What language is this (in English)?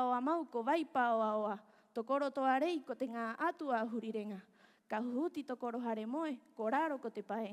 Rapanui